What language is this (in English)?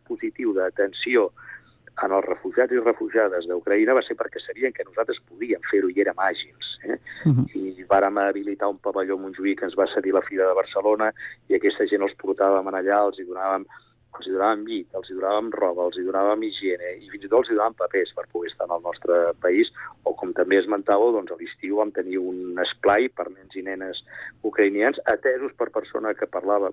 Catalan